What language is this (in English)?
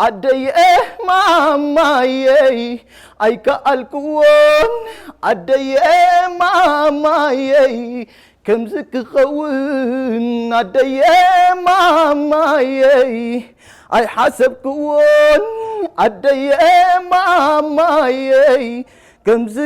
Tigrinya